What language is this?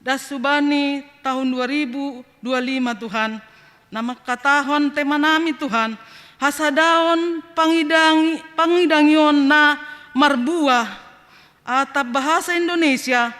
Batak Simalungun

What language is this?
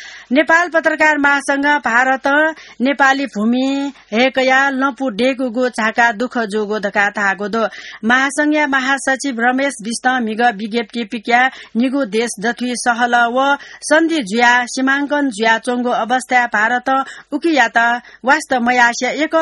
Newari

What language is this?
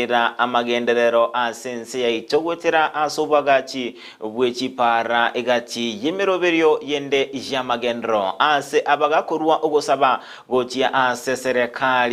Gusii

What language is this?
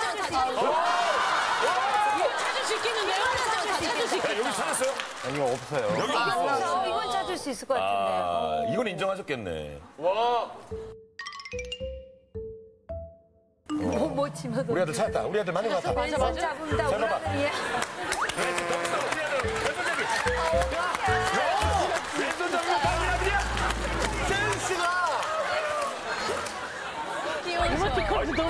Korean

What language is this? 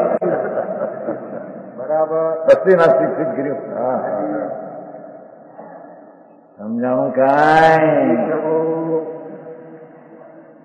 Gujarati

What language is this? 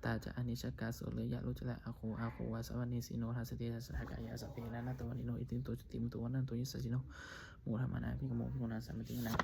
Pali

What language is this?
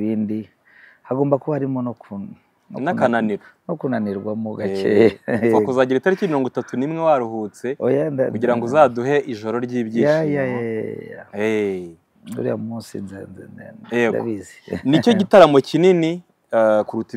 Kinyarwanda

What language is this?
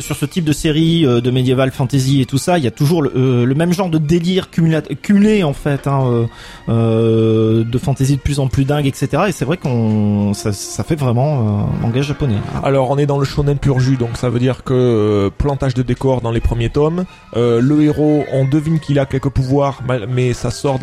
French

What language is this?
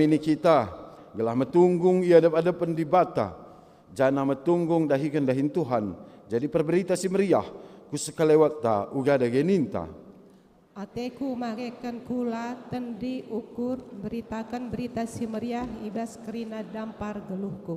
Batak Karo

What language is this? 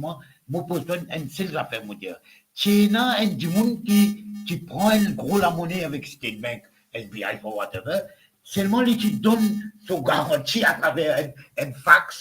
Morisyen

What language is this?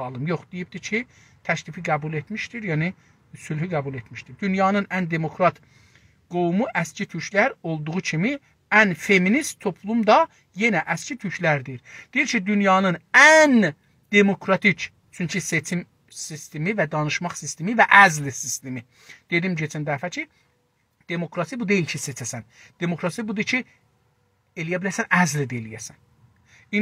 South Azerbaijani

